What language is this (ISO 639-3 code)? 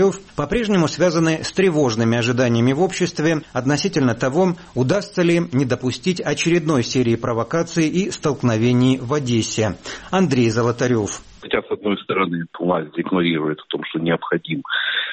rus